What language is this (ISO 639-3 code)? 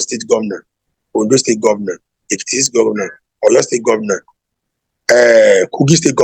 yor